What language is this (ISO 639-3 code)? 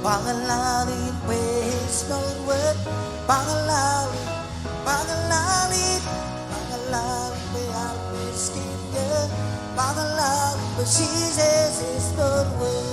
mah